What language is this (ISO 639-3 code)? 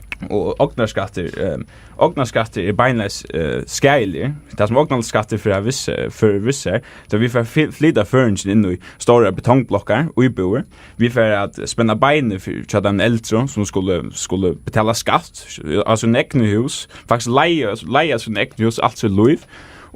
fao